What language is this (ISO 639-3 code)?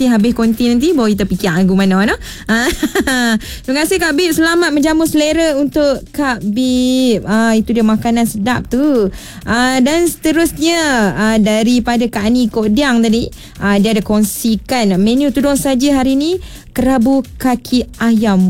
msa